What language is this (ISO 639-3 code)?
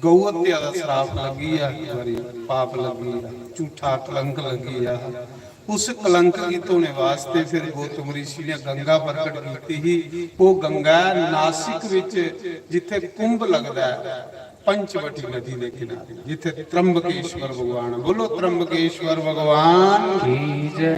doi